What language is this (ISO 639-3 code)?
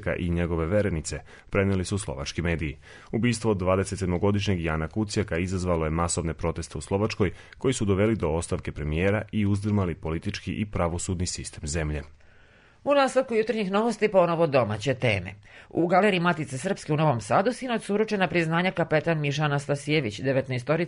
srp